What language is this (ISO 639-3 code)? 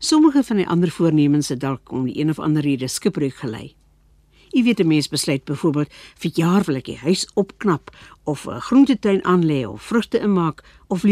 afr